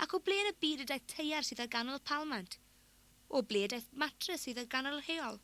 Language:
Welsh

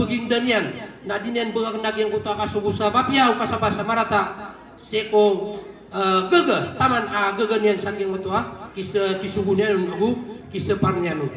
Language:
Maranao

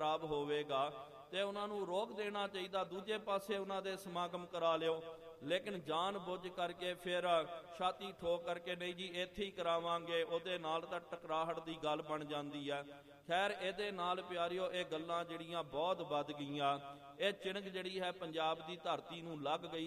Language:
Punjabi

